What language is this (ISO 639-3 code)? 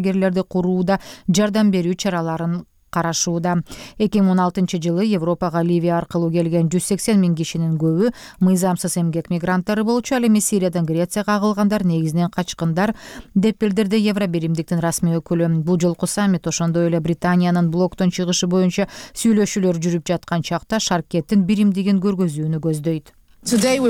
kir